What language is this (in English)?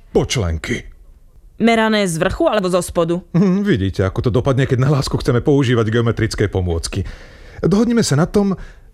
Slovak